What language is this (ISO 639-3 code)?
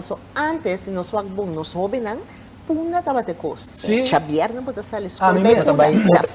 pap